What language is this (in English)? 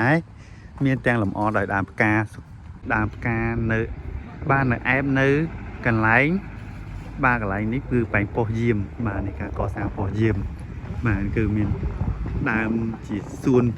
Khmer